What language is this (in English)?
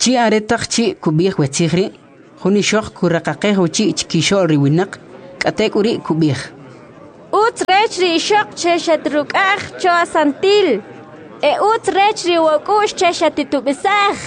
Kʼicheʼ